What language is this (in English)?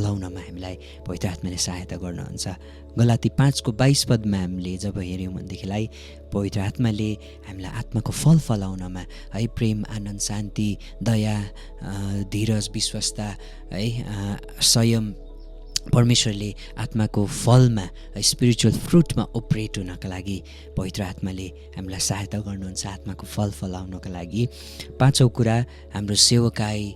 Nepali